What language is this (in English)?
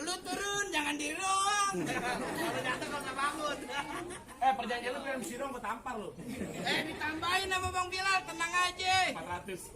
Betawi